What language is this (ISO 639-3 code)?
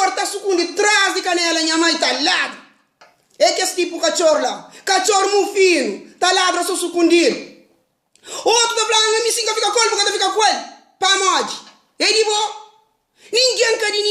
kea